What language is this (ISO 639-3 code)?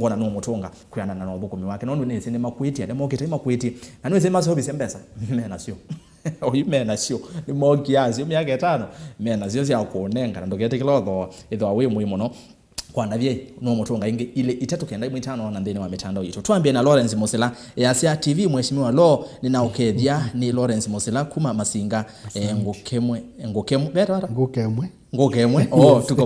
kam